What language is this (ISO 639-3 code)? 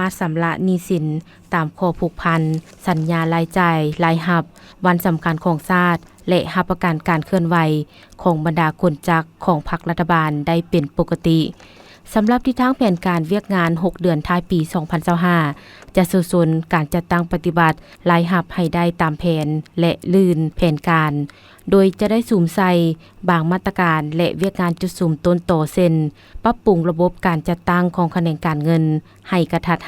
lao